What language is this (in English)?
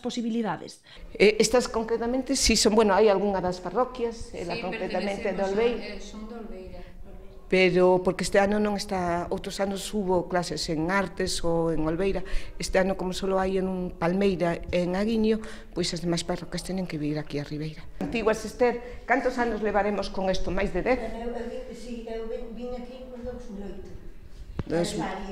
Galician